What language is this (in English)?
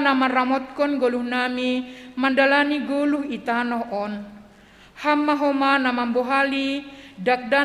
Batak Simalungun